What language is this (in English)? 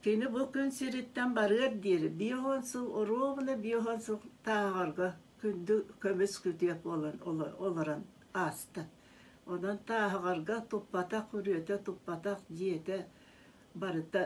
Yakut